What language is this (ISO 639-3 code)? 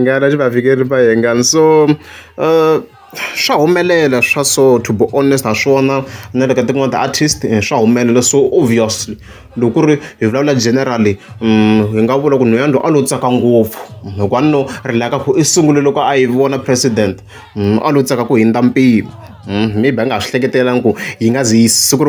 tso